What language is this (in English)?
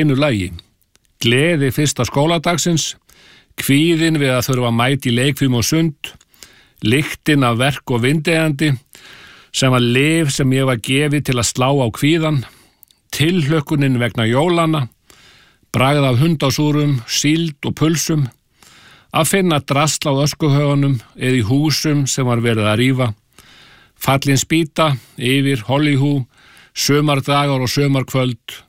Icelandic